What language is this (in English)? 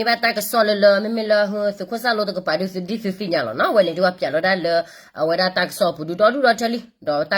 S'gaw Karen